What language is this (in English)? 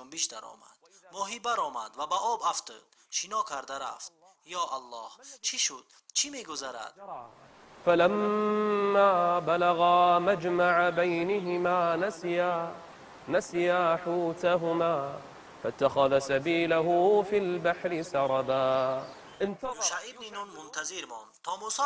Tajik